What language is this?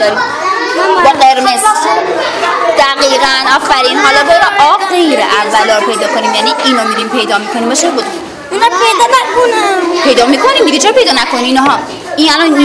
Persian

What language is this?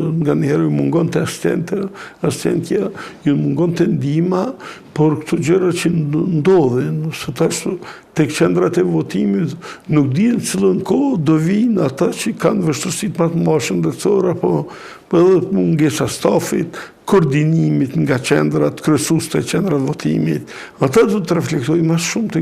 Albanian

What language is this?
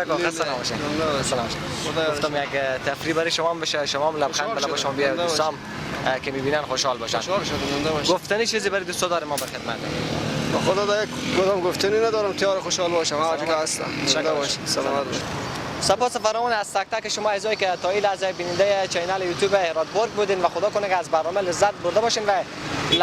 Persian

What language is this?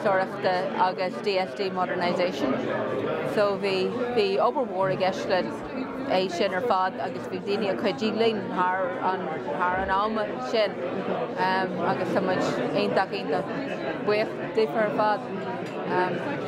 Irish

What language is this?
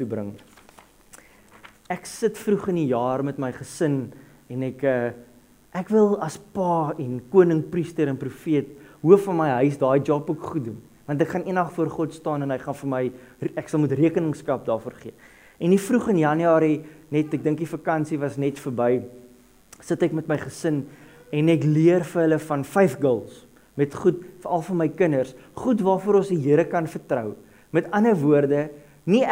Afrikaans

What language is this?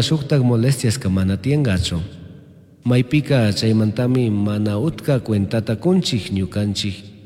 Chimborazo Highland Quichua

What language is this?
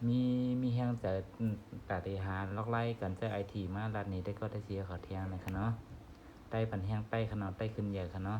Shan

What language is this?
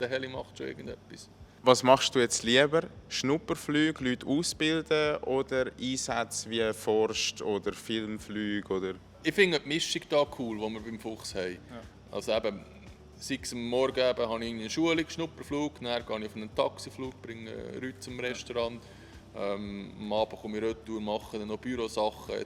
Swiss German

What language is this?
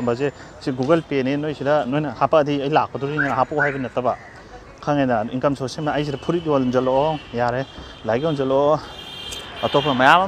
Manipuri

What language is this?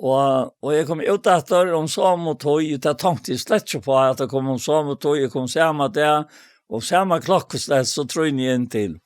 Faroese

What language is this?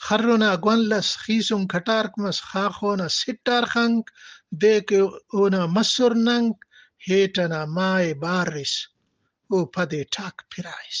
Brahui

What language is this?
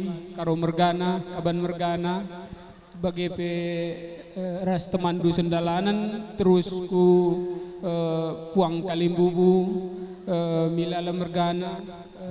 Batak Karo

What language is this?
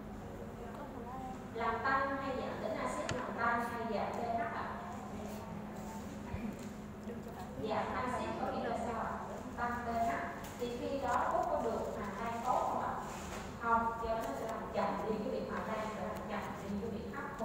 Vietnamese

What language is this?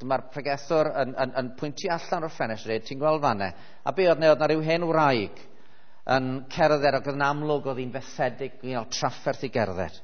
Welsh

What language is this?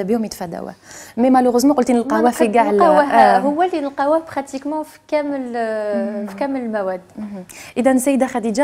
Algerian Arabic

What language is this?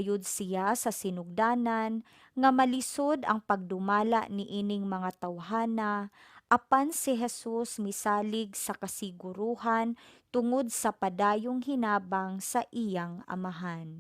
Cebuano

